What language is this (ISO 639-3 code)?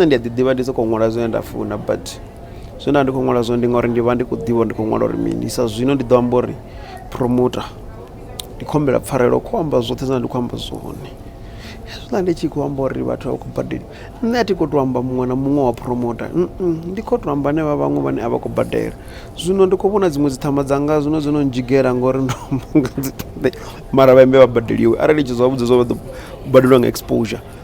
ven